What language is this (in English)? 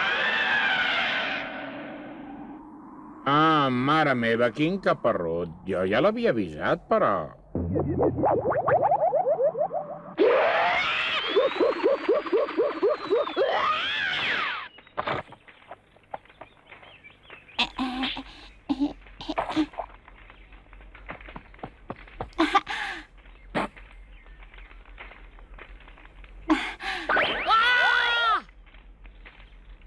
Catalan